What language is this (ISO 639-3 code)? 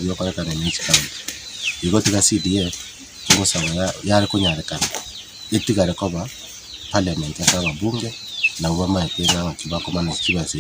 guz